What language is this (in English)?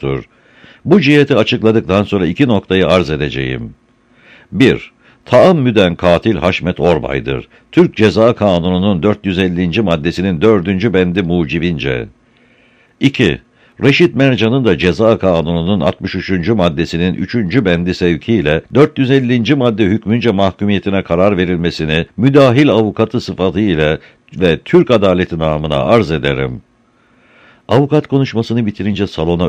Turkish